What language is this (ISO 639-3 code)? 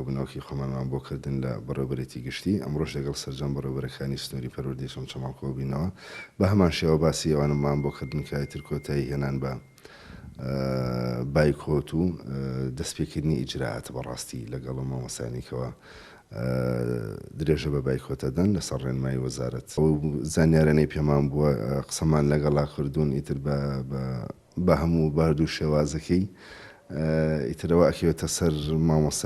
ckb